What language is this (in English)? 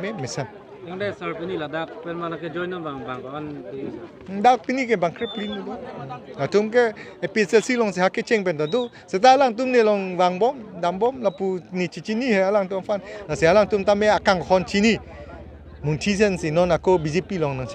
Karbi